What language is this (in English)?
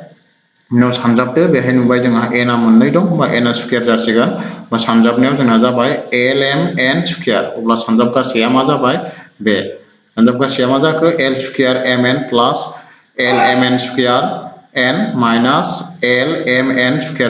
Bodo